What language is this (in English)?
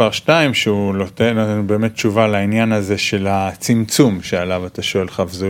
Hebrew